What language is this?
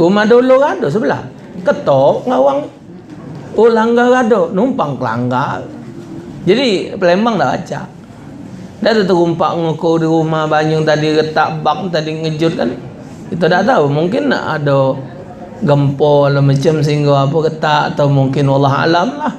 Musi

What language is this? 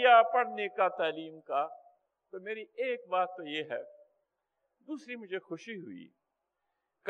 Urdu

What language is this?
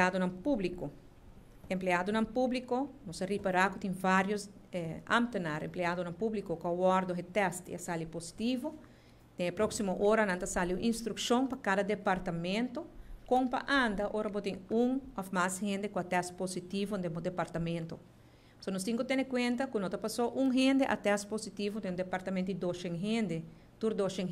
Papiamento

